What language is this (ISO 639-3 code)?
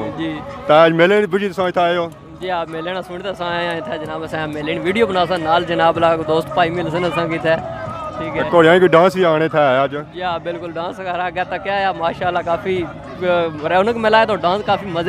phr